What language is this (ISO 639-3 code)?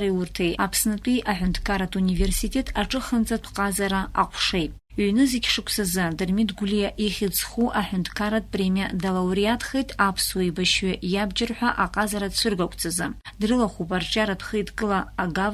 abk